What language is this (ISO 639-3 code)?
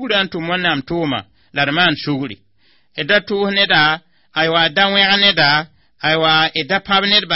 mos